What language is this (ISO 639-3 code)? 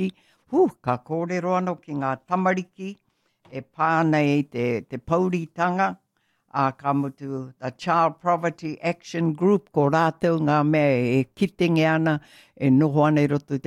mri